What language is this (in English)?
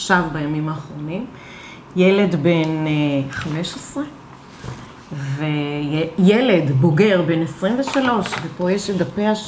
Hebrew